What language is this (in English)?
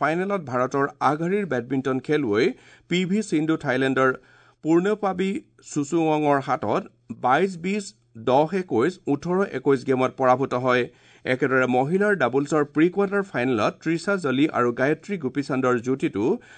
Assamese